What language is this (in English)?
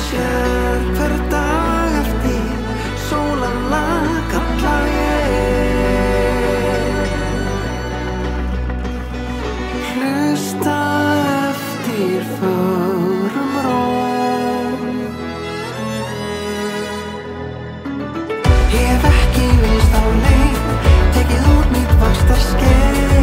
Icelandic